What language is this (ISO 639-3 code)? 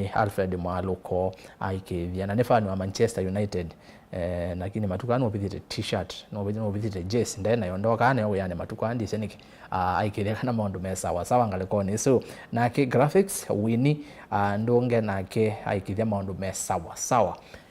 kam